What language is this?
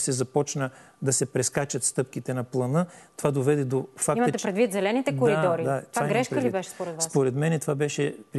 Bulgarian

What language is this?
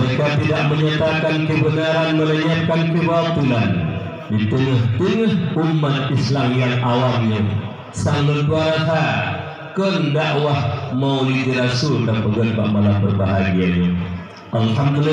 Achinese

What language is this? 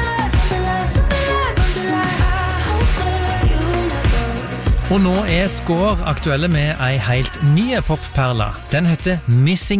Norwegian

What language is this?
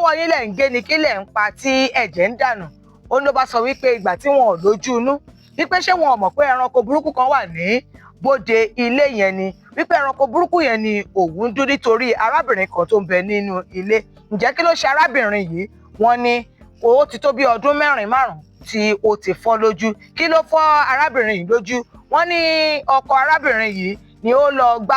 Yoruba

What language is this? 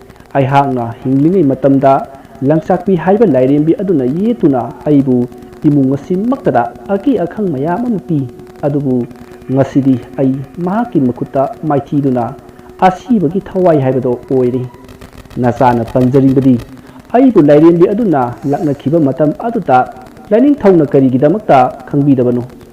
Manipuri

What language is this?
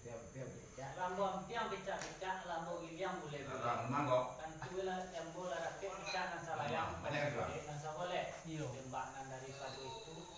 Minangkabau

